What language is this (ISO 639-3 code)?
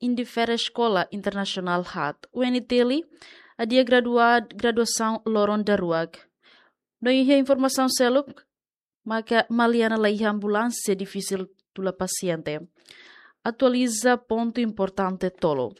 tet